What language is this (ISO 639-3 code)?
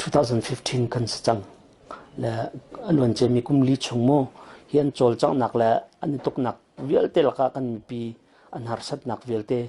cnh